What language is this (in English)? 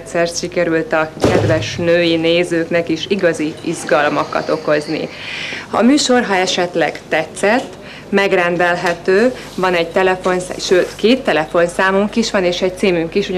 Hungarian